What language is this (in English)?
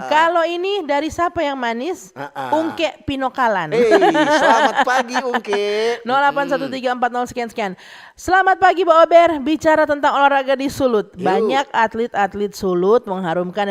Manado Malay